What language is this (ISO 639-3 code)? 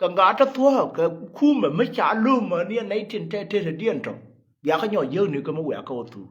nus